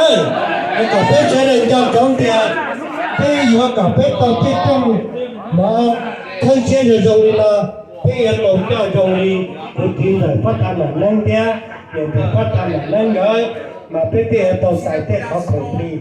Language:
Hmong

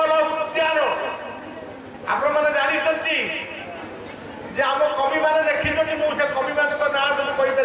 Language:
Odia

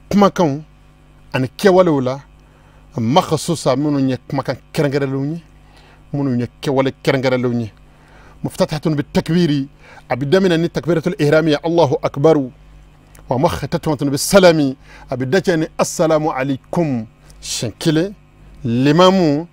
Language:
Bambara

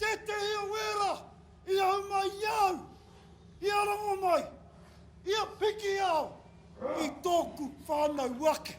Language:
Māori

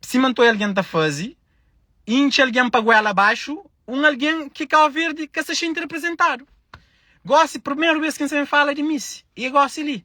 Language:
Kabuverdianu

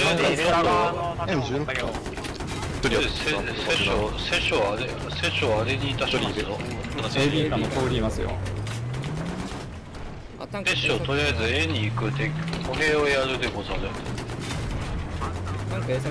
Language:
Japanese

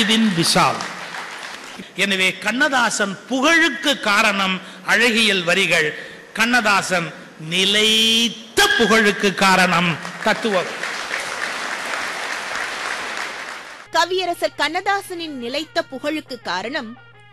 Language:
Tamil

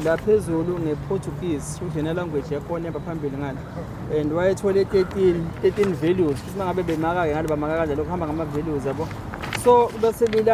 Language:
Zulu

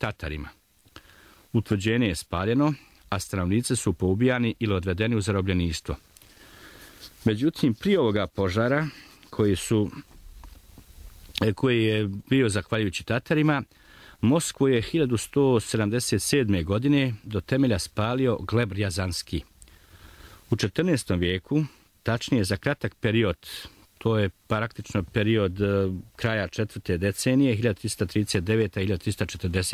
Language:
Bosnian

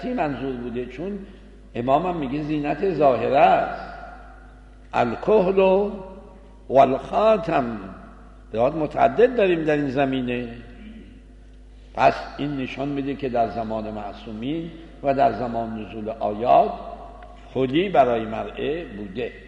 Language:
Persian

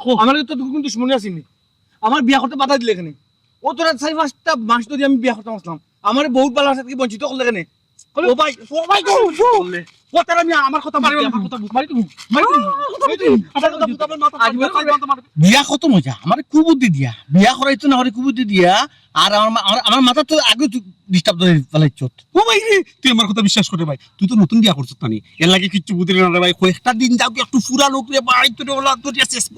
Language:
Sylheti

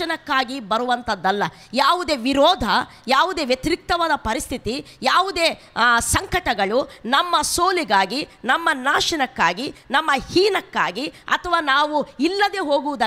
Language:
Kannada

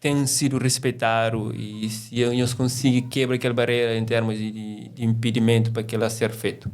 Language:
Kabuverdianu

